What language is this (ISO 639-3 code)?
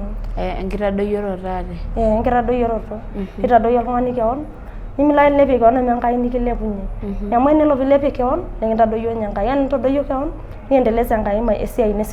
mas